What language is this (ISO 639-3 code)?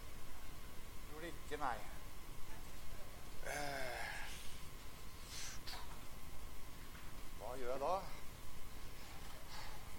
nor